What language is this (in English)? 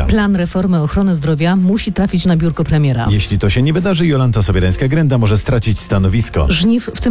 Polish